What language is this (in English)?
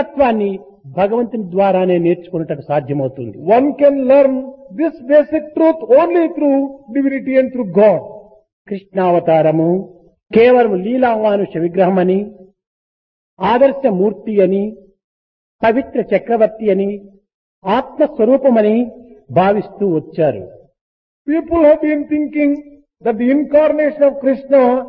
Telugu